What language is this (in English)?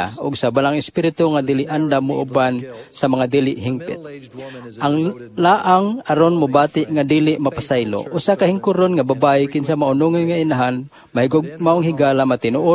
Cebuano